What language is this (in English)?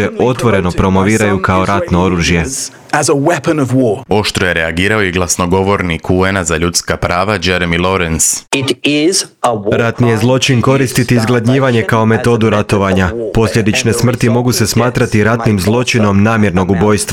Croatian